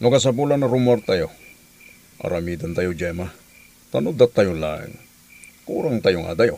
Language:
Iloko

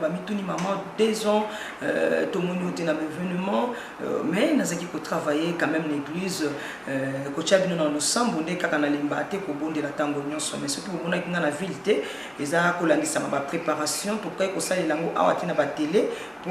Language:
Lingala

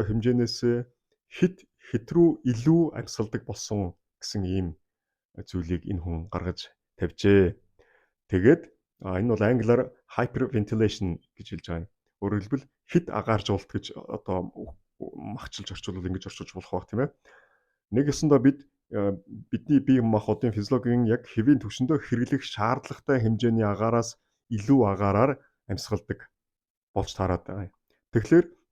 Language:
Mongolian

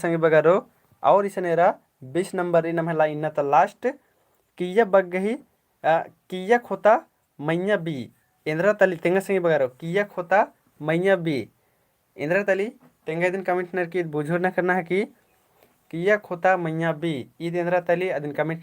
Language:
Kurukh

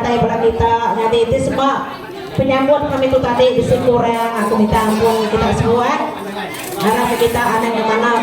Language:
Iban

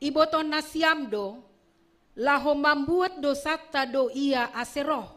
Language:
Batak Simalungun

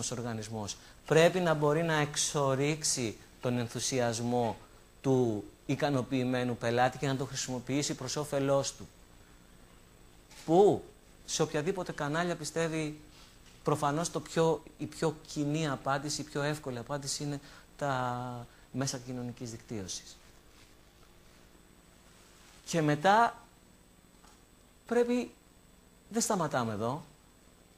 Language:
Greek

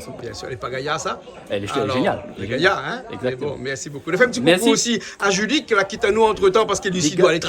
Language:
Réunion Creole French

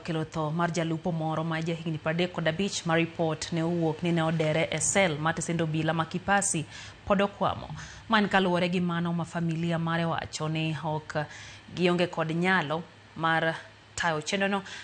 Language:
Luo (Kenya and Tanzania)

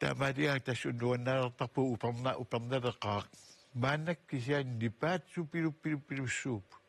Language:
Kalaallisut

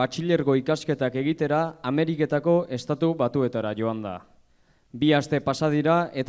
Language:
Basque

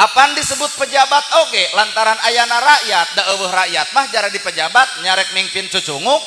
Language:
Sundanese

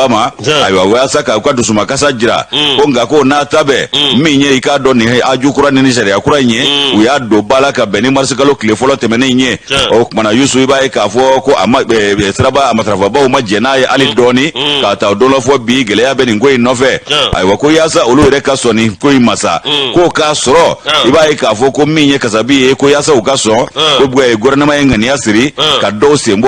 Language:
Bambara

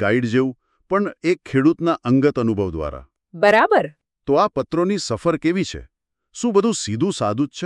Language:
Gujarati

